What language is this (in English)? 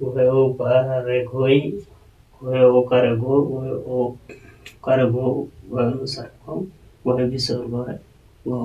Santali